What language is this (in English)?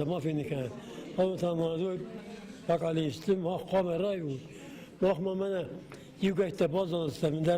Ossetic